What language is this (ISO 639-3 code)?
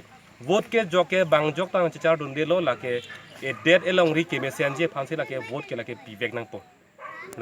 mjw